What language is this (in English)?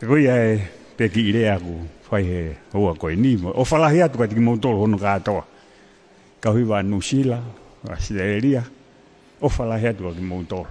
Tongan